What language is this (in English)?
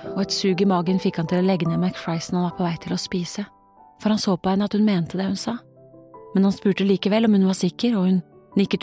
Norwegian